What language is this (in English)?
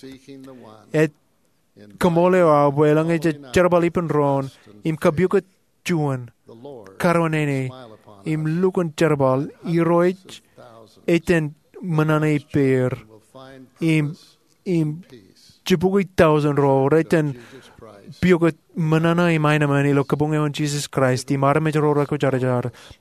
Marshallese